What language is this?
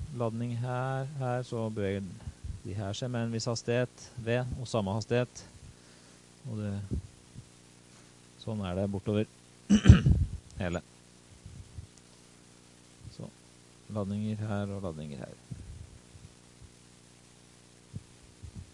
Norwegian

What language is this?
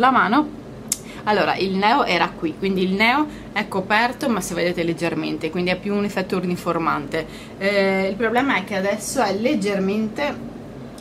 Italian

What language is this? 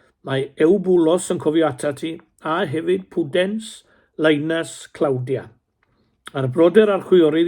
Welsh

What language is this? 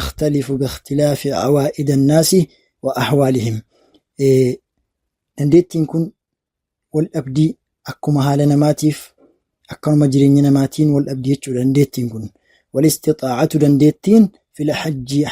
Oromo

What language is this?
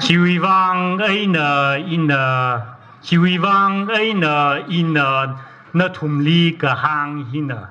Tangkhul Naga (India)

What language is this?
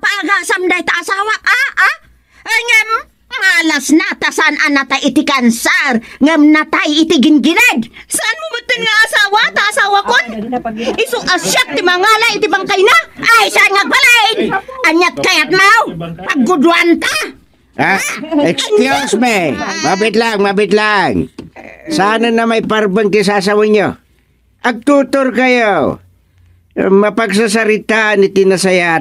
Iloko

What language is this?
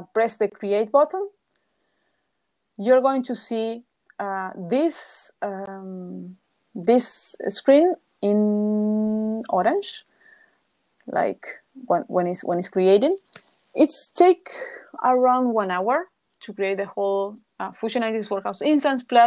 English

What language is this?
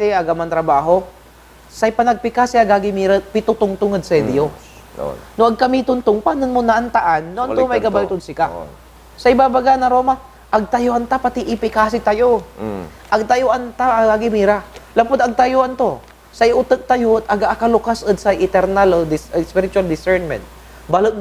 Pangasinan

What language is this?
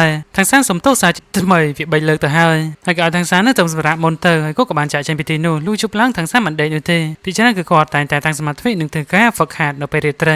Khmer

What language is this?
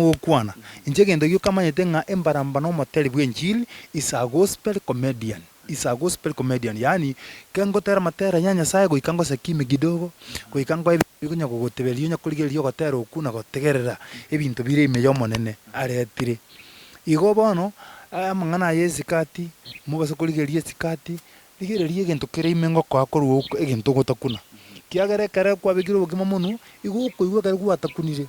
Gusii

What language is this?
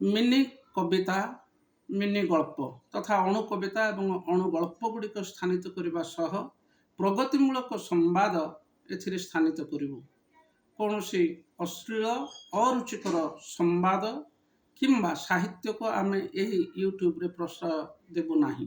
Odia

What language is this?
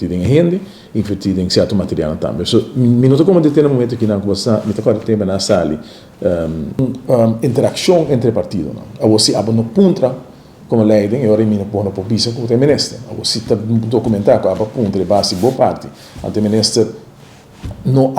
Papiamento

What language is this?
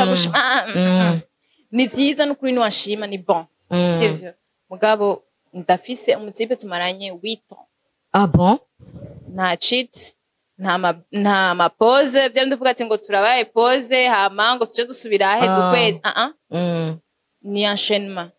Rundi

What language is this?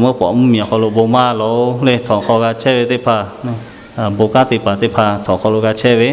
Lahu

